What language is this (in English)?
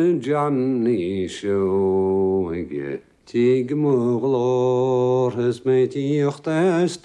Irish